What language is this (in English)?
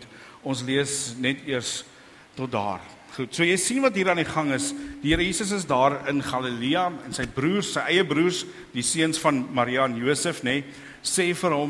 Afrikaans